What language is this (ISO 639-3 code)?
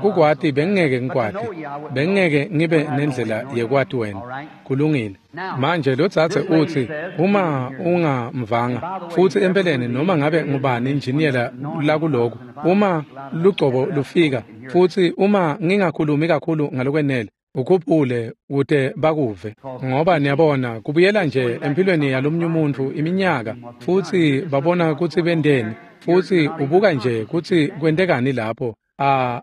ssw